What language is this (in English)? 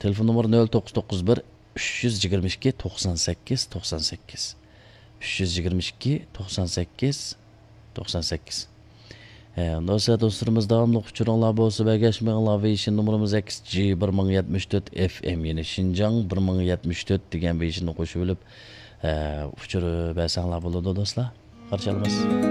Uyghur